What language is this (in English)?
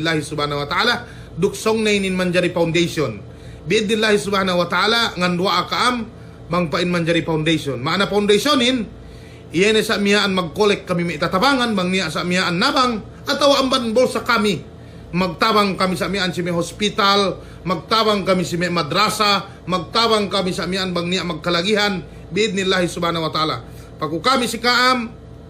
Yakan